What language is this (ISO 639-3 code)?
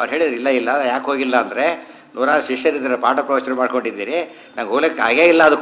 kan